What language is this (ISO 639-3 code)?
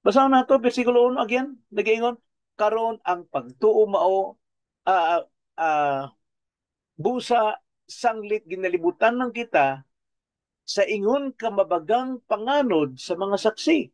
ceb